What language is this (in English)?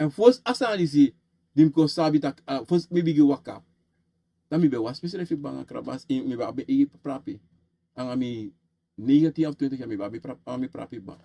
Sranan Tongo